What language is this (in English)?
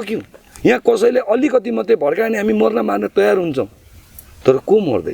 Nepali